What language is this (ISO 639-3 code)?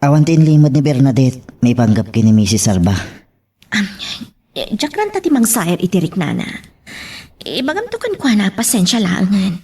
ilo